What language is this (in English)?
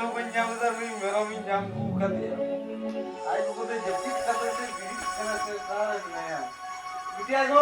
Santali